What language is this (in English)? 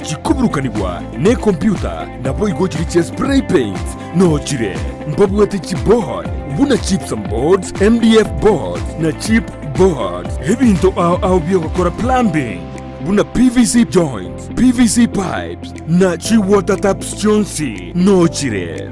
Gusii